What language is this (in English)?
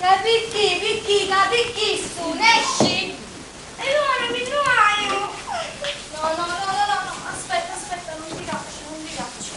Sicilian